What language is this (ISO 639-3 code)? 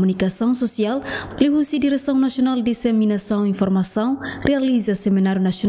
tet